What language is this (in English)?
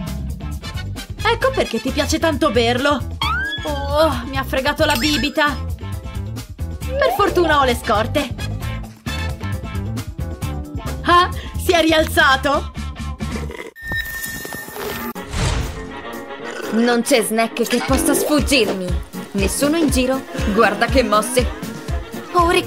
Italian